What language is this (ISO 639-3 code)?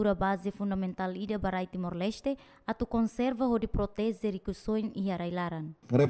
tet